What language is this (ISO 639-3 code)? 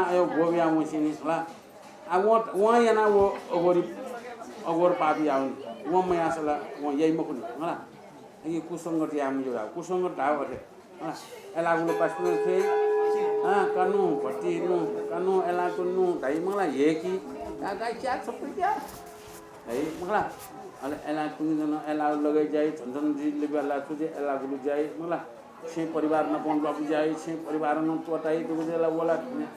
new